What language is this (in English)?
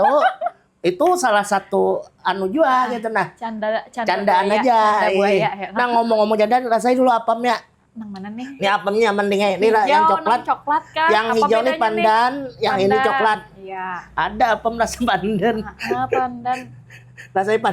Banjar